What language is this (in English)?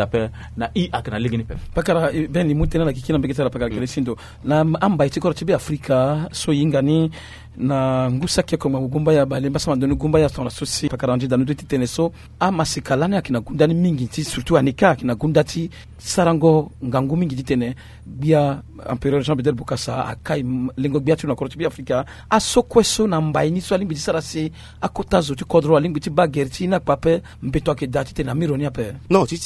Sango